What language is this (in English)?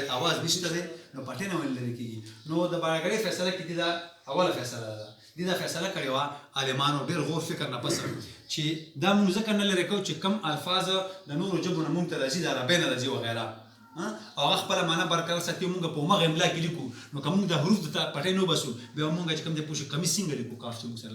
Pashto